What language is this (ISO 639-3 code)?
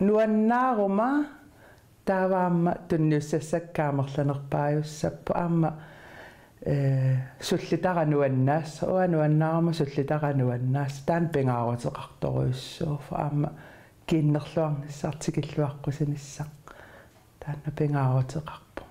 kal